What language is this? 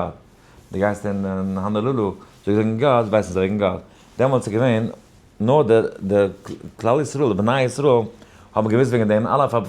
Yiddish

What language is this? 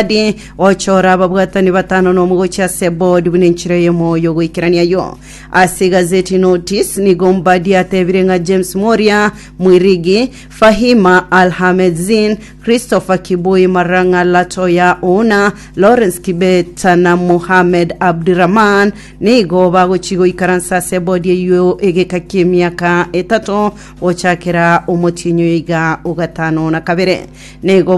Gusii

